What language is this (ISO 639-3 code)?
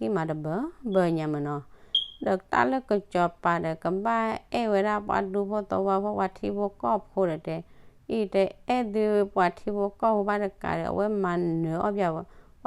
ksw